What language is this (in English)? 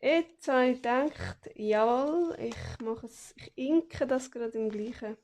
Swiss German